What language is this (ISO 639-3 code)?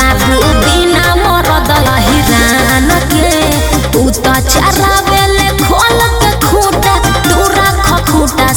bho